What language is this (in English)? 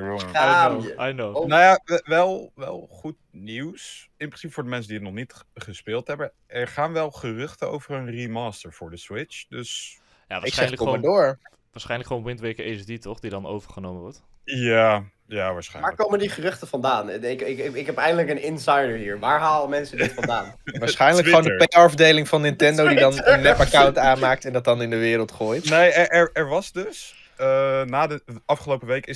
Dutch